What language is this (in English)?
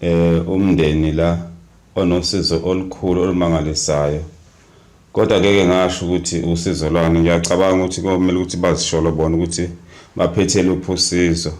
Zulu